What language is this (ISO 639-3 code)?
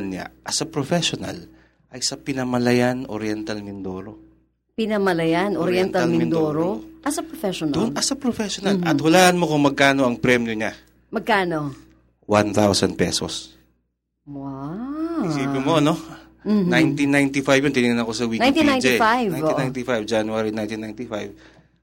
fil